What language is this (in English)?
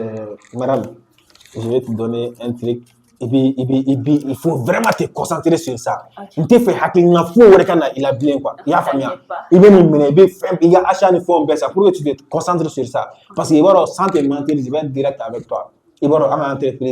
Bambara